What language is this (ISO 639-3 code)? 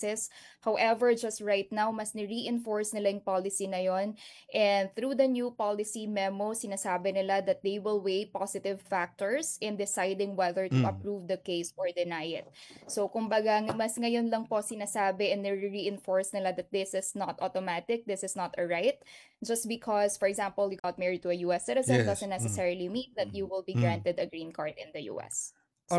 fil